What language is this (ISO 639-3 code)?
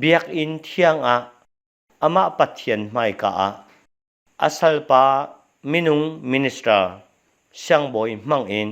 cnh